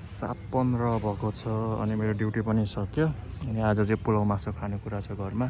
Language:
Nepali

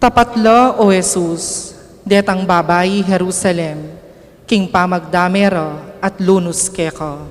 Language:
Pampanga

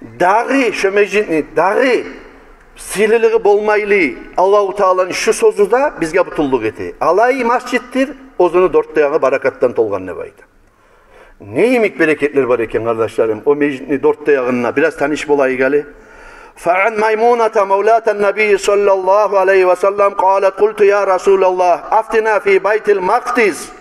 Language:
Kumyk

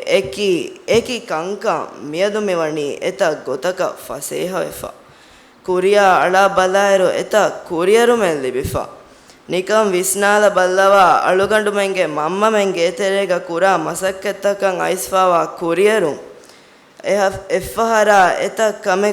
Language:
Divehi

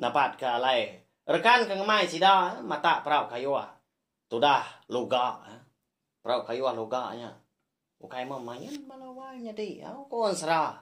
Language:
Iban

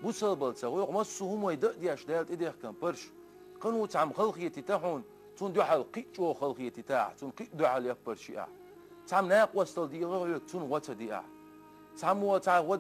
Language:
Chechen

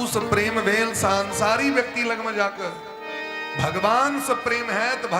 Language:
Maithili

